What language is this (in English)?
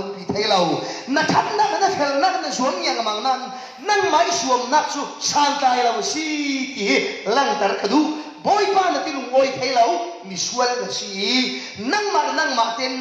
Falam Chin